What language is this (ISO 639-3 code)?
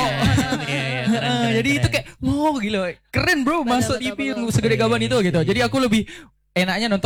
ind